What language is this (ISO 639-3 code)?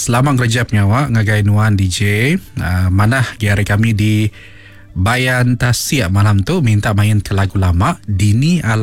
iba